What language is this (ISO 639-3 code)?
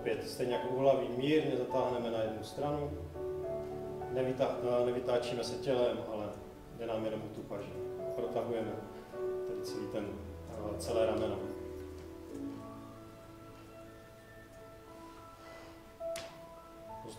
ces